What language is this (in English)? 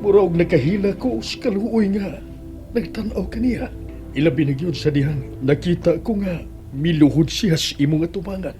Cebuano